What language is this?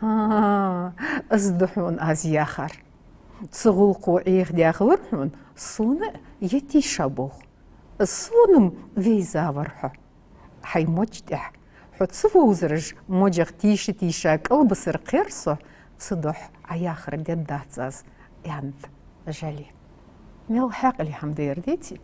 Ingush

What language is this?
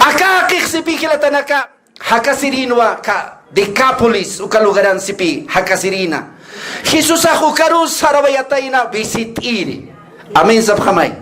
Aymara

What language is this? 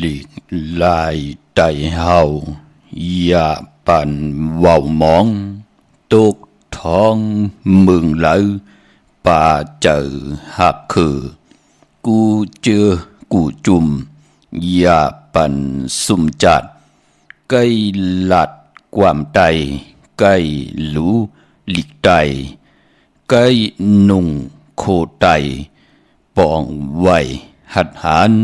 Shan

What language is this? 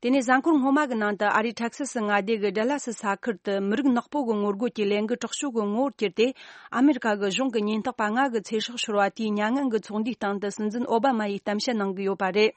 Tibetan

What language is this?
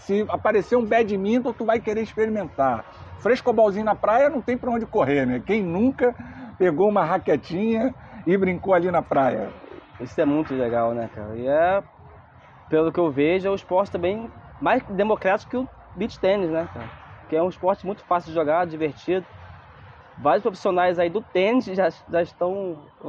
Portuguese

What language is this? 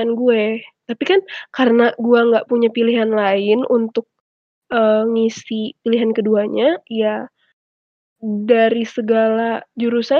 Indonesian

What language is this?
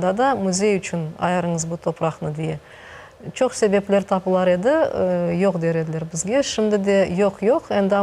Crimean Tatar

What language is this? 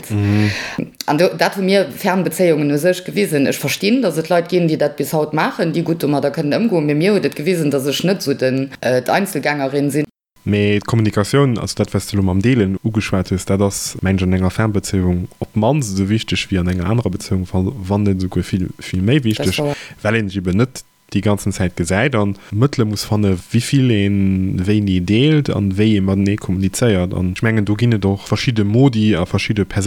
Luxembourgish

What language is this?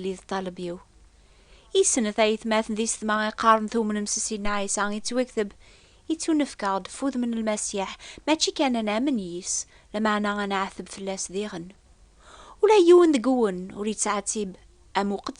Kabyle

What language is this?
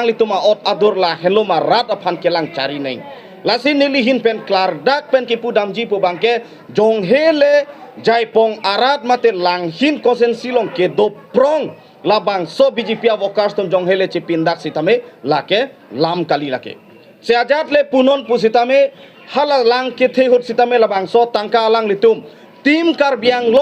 Karbi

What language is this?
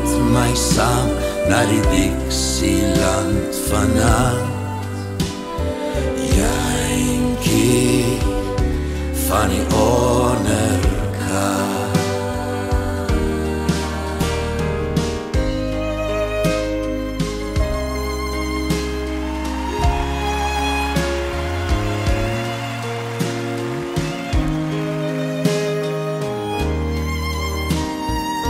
Afrikaans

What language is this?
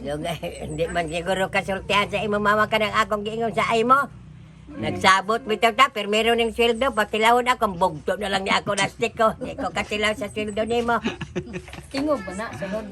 Cebuano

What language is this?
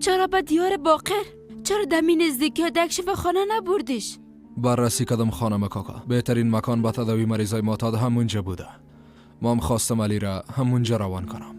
Persian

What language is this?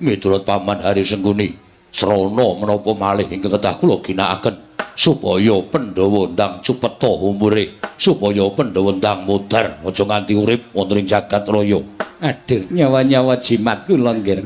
Javanese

